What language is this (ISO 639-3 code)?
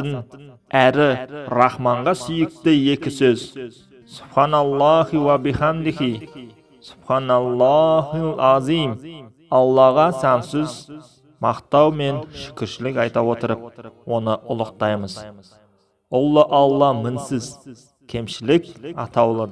kaz